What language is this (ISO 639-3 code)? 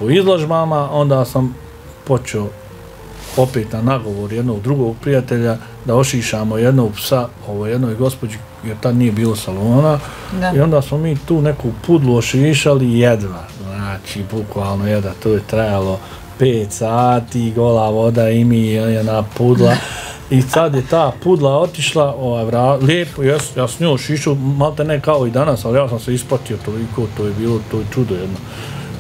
bos